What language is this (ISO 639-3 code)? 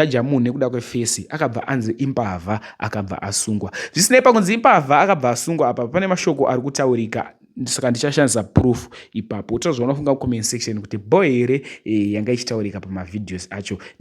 sna